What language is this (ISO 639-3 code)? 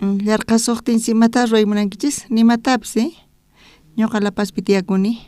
quh